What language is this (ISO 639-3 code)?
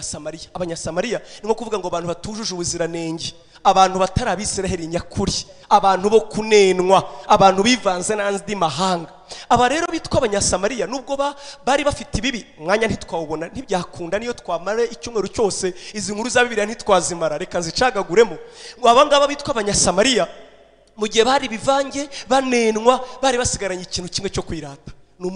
kin